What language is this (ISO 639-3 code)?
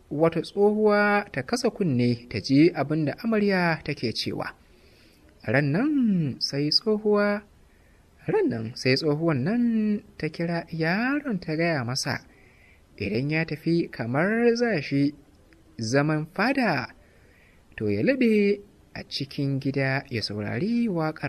hau